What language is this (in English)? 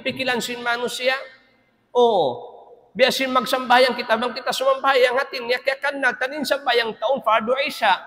Tausug